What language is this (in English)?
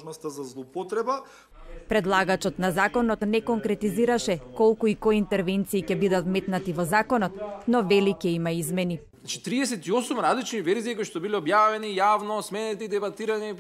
Macedonian